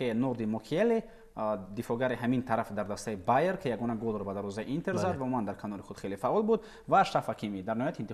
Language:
Tajik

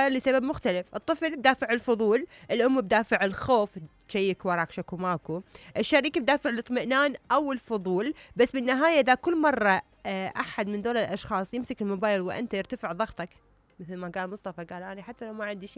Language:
Mesopotamian Arabic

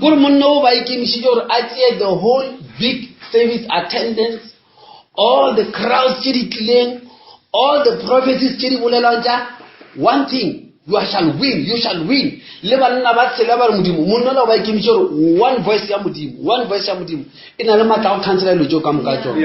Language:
Northern Sotho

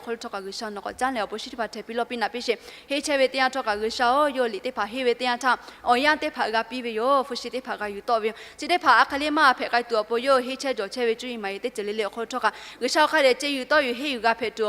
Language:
Lahu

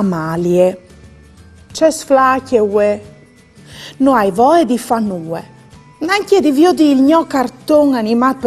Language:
Friulian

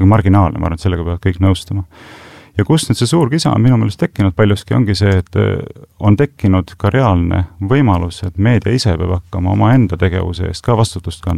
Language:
Estonian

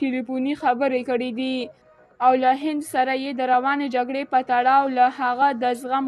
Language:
Pashto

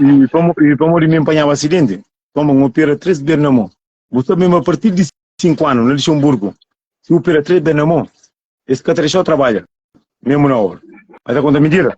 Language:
Kabuverdianu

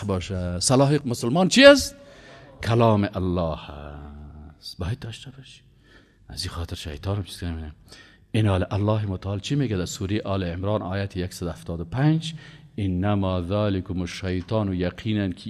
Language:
Persian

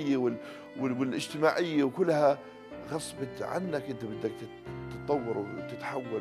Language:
North Levantine Arabic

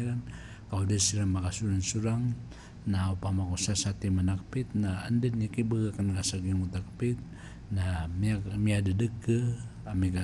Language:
Maranao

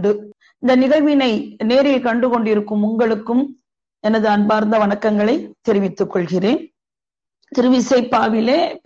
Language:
Tamil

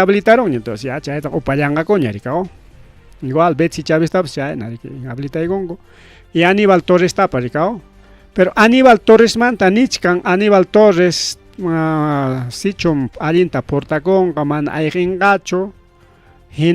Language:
Ayacucho Quechua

